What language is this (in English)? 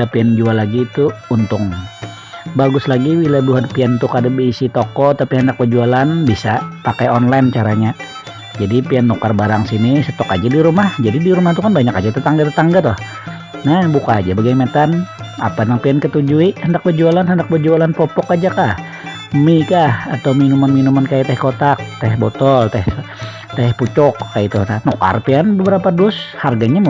Banjar